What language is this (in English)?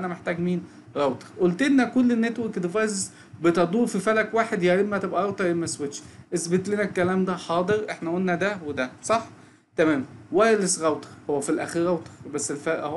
Egyptian Arabic